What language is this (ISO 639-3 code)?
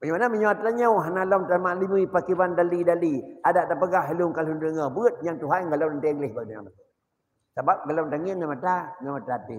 ace